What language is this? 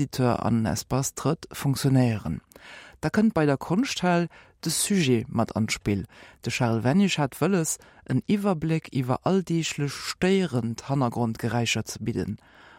Luxembourgish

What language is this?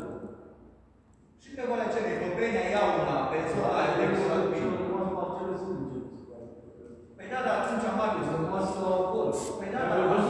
Romanian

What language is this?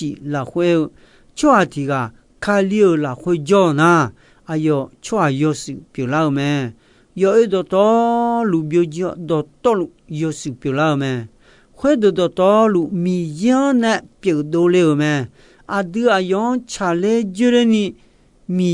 Akha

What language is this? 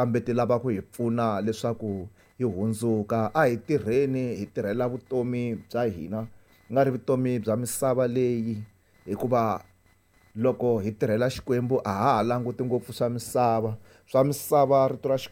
Tsonga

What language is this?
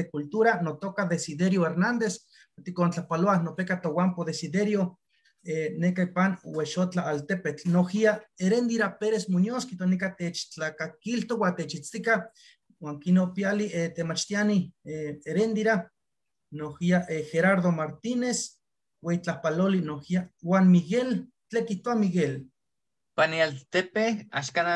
Eastern Huasteca Nahuatl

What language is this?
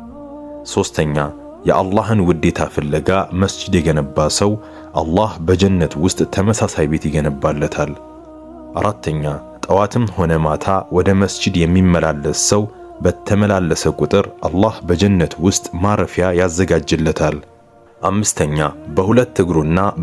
Amharic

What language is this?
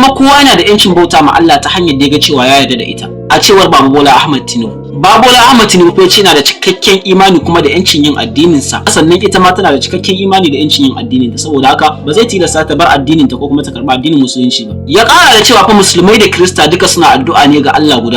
Hausa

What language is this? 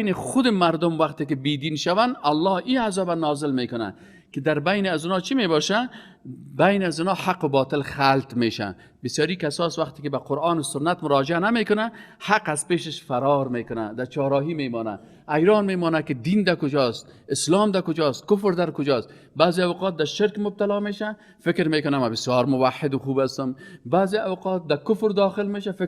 Persian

